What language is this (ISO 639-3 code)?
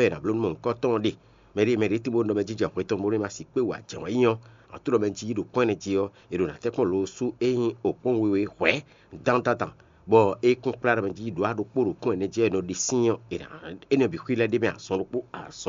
fon